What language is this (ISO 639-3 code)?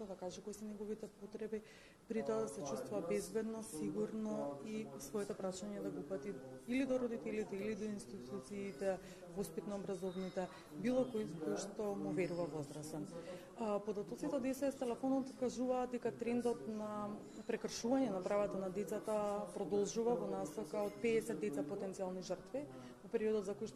mkd